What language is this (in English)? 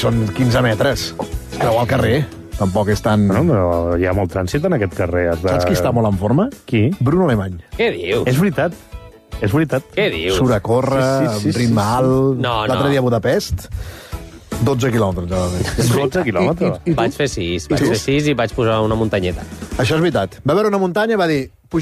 Catalan